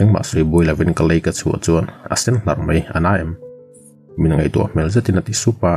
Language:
Mizo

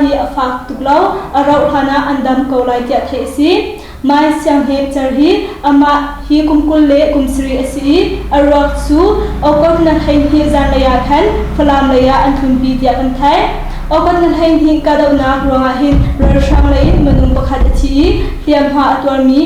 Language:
Hakha Chin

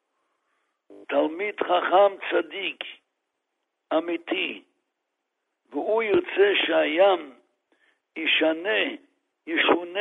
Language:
Hebrew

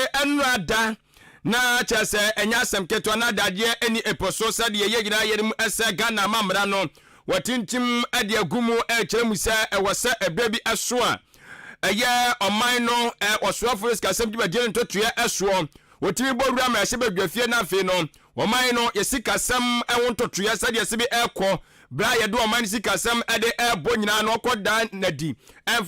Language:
Akan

